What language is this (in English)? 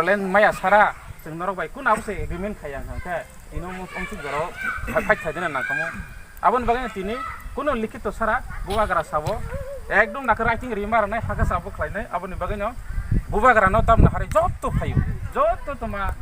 Kok Borok